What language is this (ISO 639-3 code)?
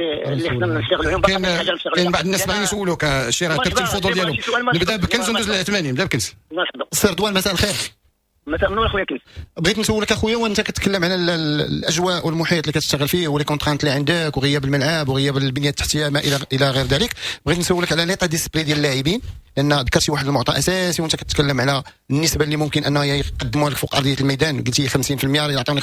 ary